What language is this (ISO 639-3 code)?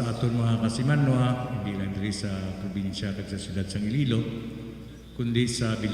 hil